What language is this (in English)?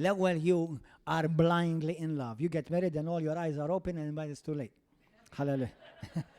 Maltese